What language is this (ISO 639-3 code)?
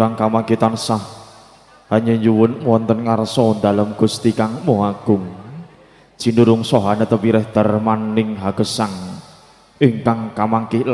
jav